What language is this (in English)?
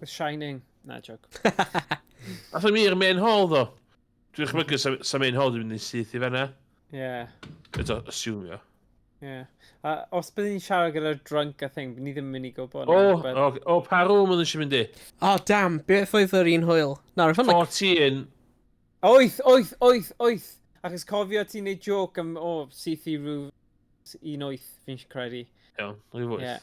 Welsh